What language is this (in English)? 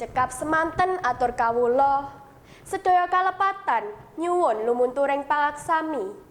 Javanese